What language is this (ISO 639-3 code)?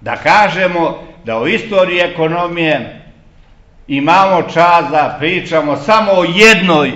srp